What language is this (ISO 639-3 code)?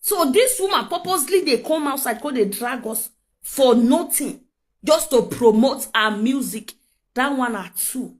pcm